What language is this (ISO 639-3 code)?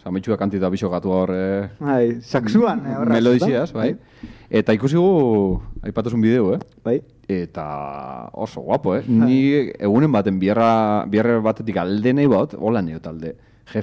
eus